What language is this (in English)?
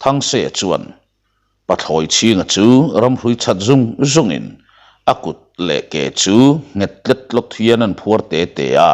Mizo